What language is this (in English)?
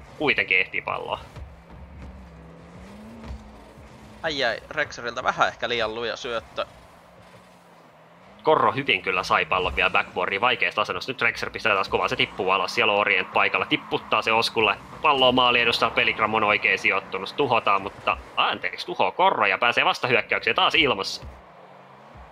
Finnish